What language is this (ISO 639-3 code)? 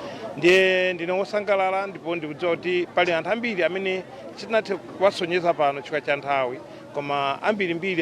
nya